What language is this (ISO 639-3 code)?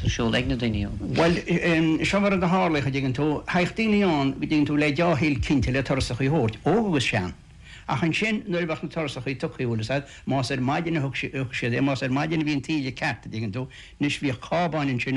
gle